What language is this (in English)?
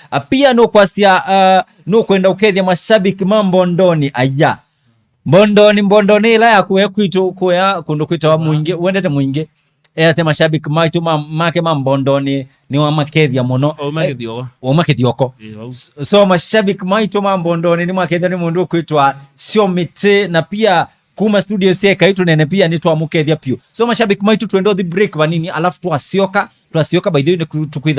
Kamba